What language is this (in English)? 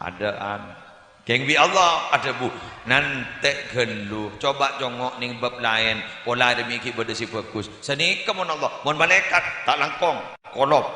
Madurese